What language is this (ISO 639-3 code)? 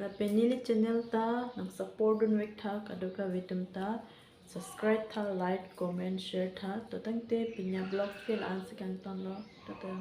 mjw